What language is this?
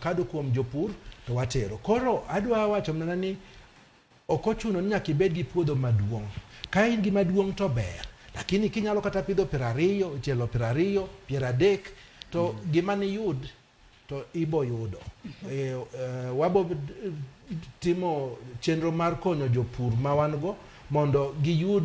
Luo (Kenya and Tanzania)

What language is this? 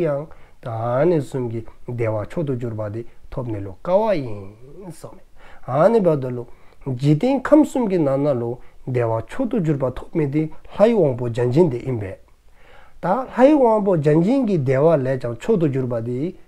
Dzongkha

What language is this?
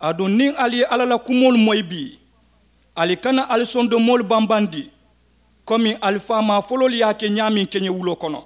Mandingo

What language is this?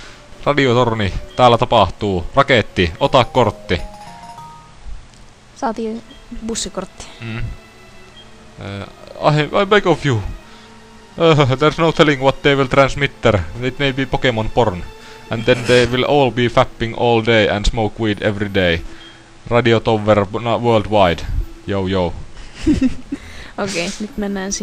Finnish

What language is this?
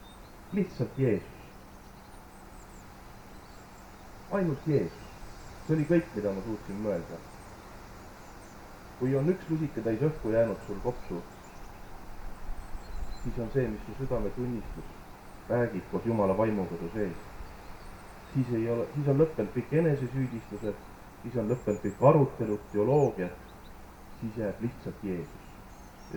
Estonian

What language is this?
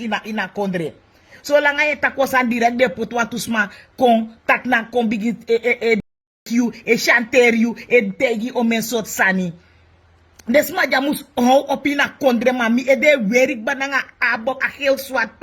Sranan Tongo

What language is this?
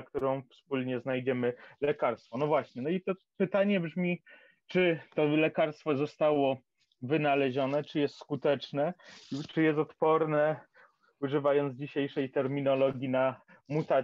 Polish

